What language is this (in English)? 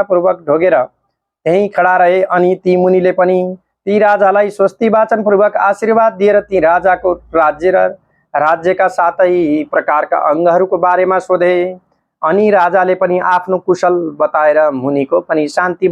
Nepali